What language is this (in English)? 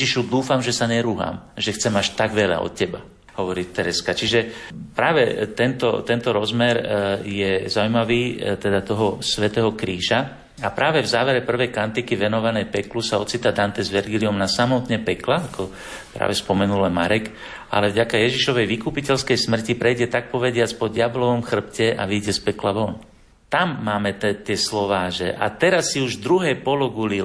Slovak